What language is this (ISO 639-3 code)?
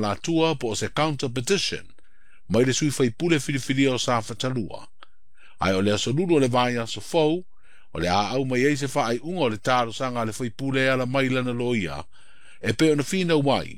smo